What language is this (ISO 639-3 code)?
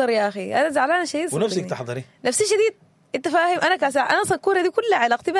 apd